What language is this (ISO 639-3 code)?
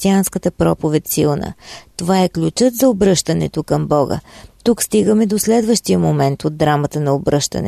bul